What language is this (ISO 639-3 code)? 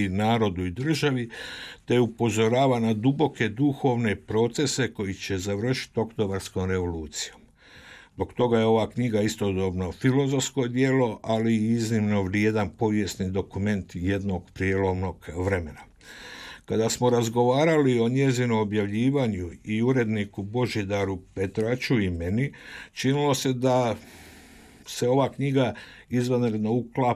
hrv